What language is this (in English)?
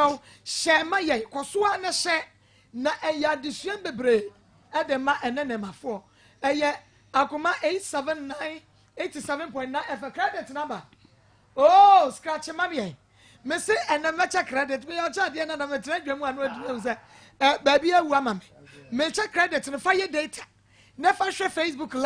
Akan